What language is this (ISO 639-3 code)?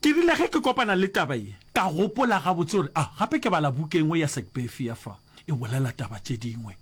nso